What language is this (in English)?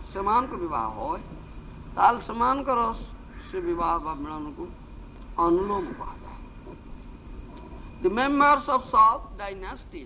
Odia